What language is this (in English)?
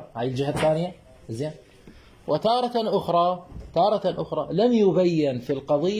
Mesopotamian Arabic